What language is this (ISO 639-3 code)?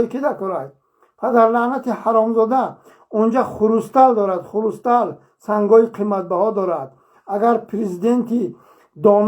tgk